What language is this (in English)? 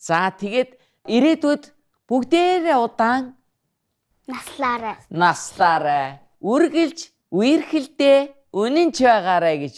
Mongolian